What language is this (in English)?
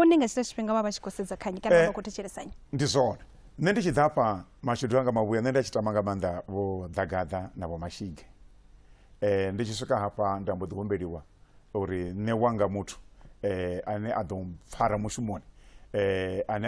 Venda